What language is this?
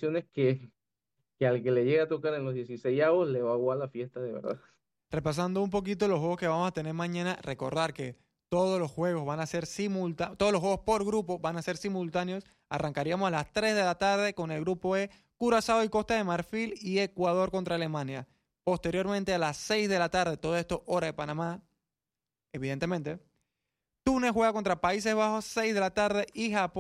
Spanish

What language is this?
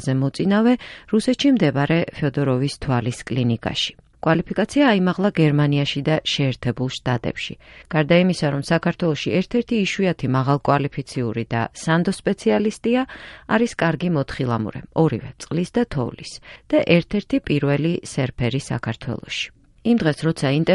Georgian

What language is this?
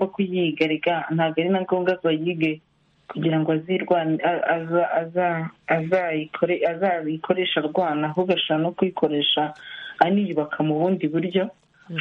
Kinyarwanda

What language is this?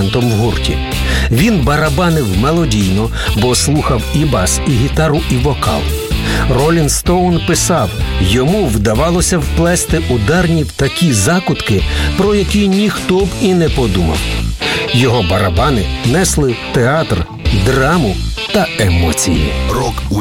Ukrainian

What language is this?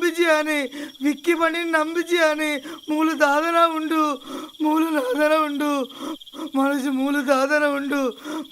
Tulu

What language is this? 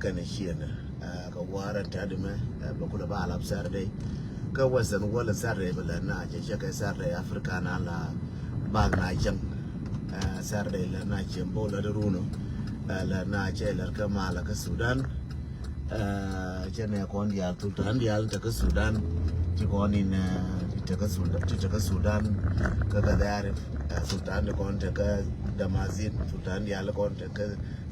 Nuer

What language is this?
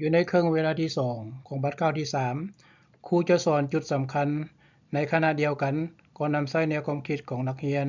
Lao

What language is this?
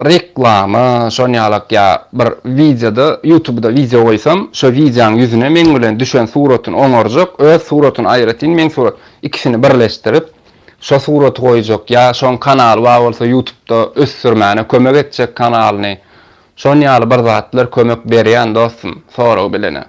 Turkmen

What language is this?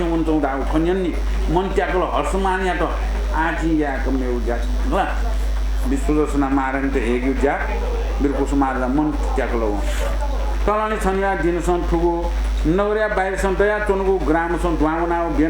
Newari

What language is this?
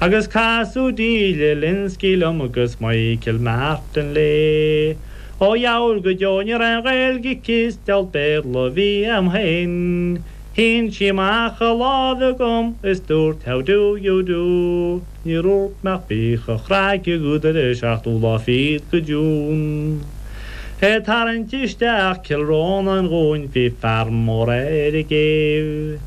Irish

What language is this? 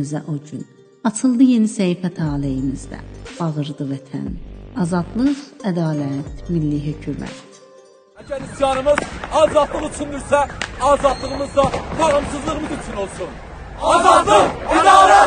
South Azerbaijani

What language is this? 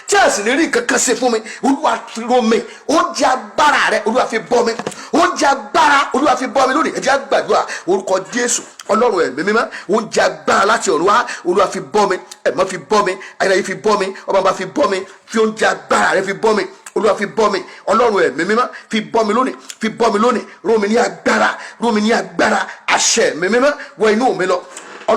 Yoruba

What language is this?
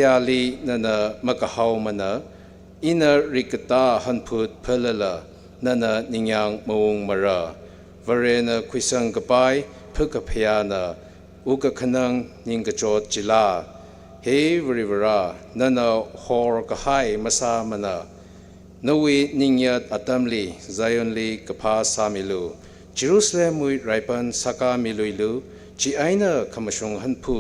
Tangkhul Naga (India)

